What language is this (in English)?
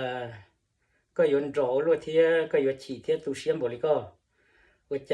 Hmong